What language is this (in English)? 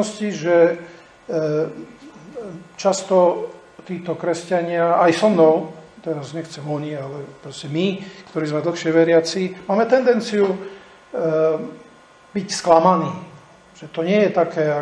Slovak